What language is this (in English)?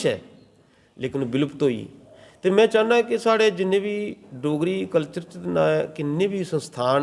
Dogri